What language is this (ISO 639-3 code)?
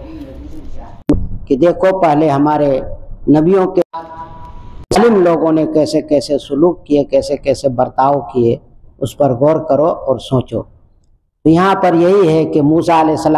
urd